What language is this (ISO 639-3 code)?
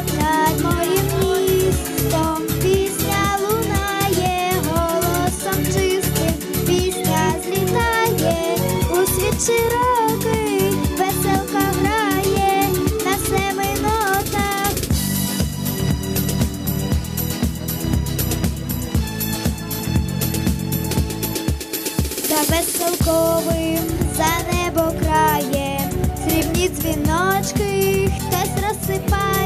ukr